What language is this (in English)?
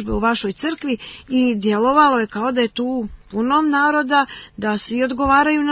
Serbian